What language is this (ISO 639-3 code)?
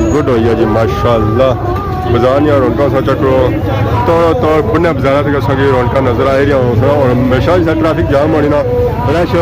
phr